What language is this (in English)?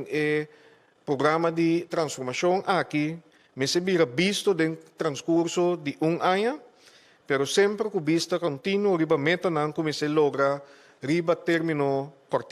Papiamento